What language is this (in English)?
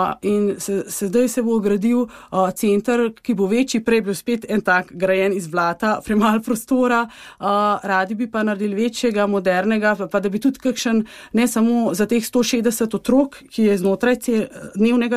Slovenian